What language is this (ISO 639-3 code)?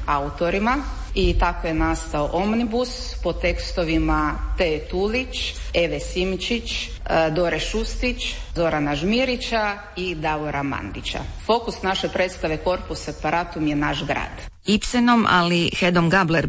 hrv